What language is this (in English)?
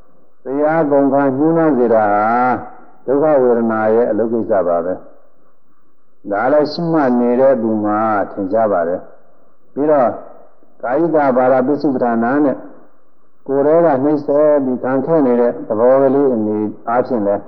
Burmese